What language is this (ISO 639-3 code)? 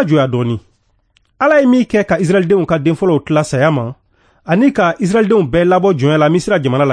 bam